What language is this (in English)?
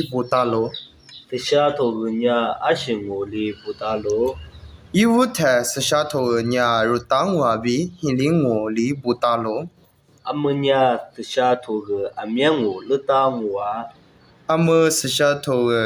Lisu